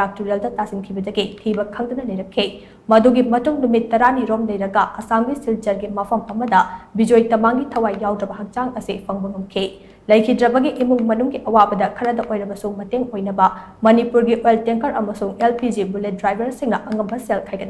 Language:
Manipuri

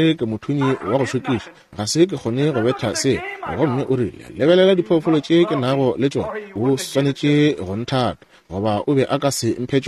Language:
Northern Sotho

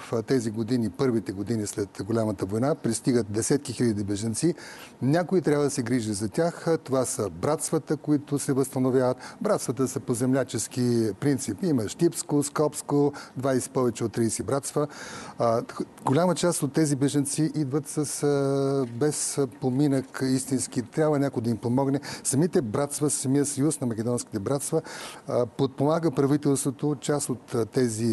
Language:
Bulgarian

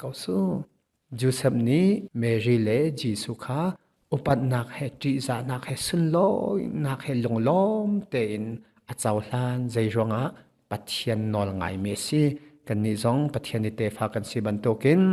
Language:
Hakha Chin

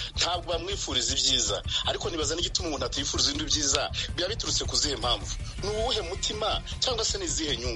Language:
Kinyarwanda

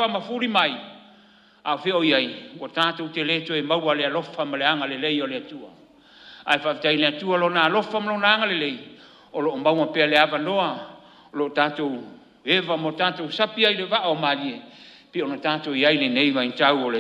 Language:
Samoan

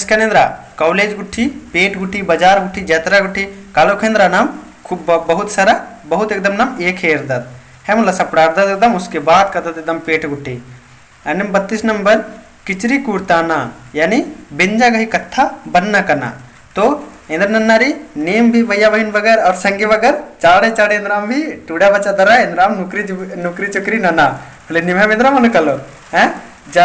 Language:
Kurukh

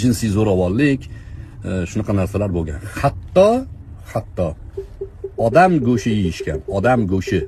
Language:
Uzbek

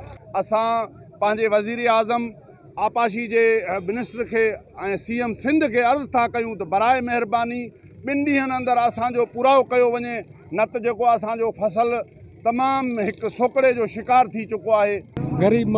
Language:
Sindhi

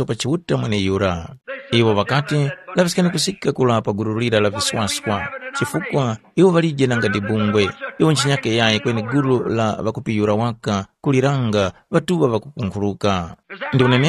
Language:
Tumbuka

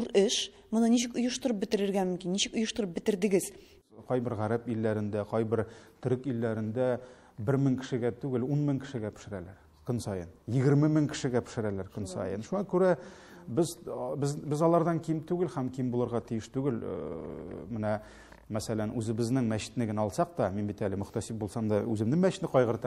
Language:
Tatar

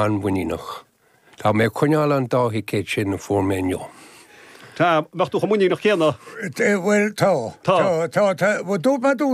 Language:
Irish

